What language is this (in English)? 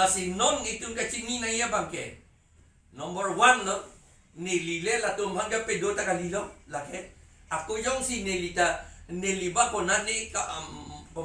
Karbi